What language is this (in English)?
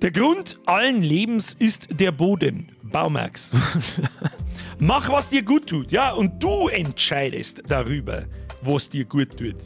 Bavarian